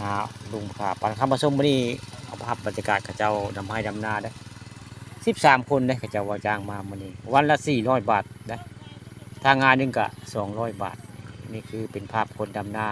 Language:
Northeastern Thai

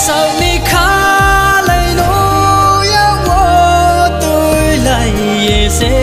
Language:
Riang (India)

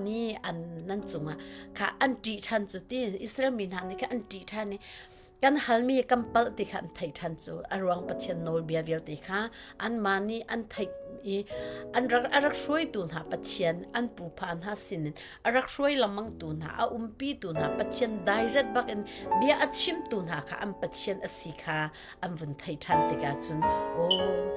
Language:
Hakha Chin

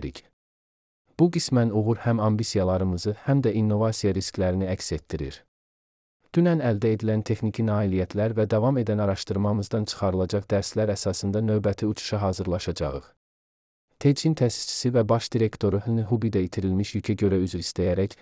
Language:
Azerbaijani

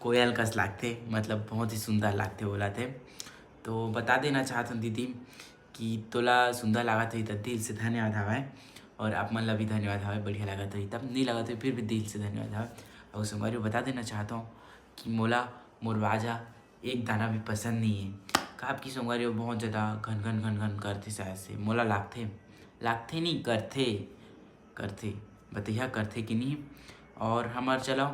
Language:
Chhattisgarhi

